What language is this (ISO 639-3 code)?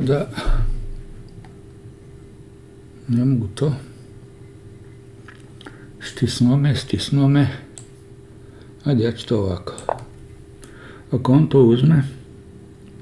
hrv